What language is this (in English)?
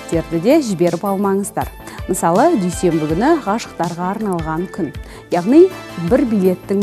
Kazakh